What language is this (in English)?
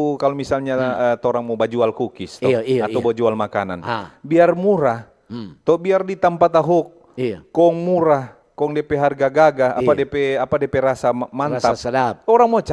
Manado Malay